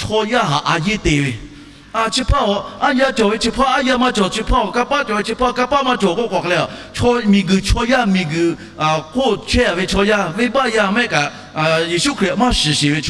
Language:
Lahu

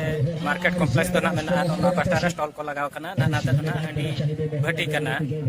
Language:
Santali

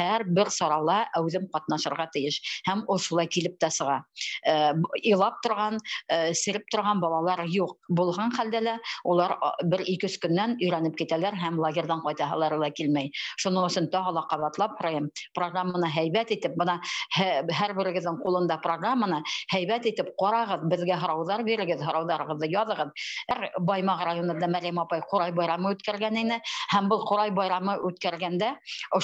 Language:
Bashkir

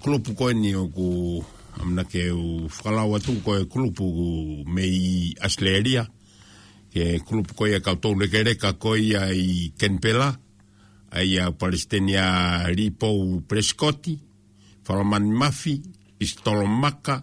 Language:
Tongan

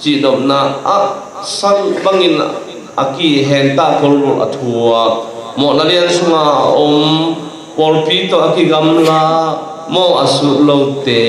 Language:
Tedim Chin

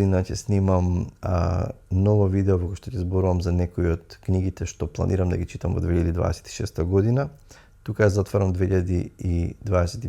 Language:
Macedonian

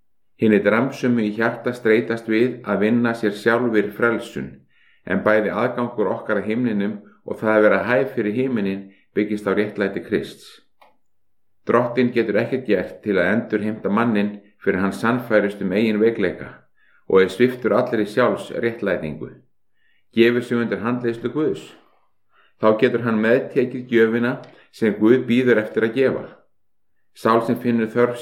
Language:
Icelandic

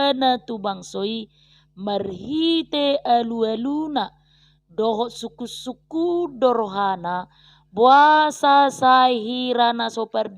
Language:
Batak Toba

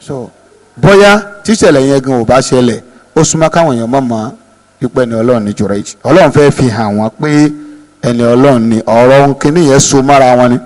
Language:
Yoruba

